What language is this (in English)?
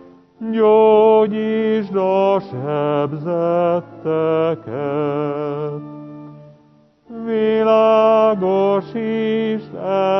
Hungarian